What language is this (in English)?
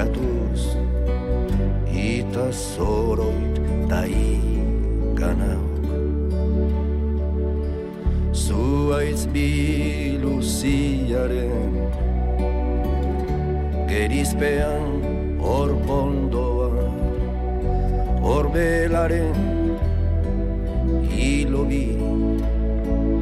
Basque